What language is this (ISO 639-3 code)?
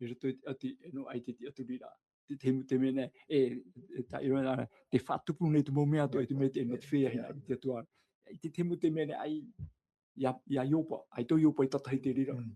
tah